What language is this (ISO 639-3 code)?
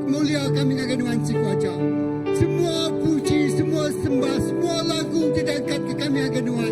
iba